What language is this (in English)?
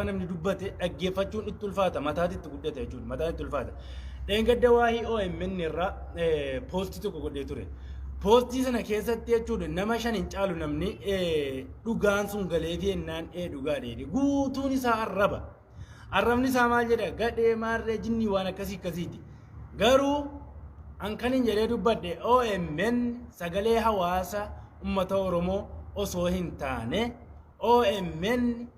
Oromo